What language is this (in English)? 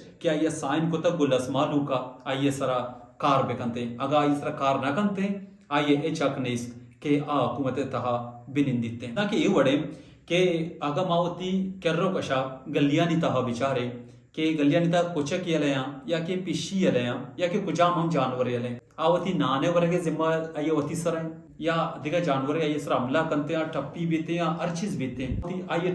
Baluchi